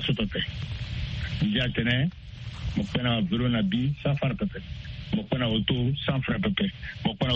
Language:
Sango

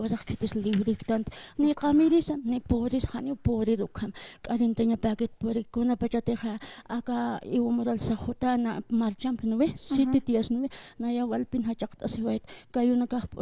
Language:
Aymara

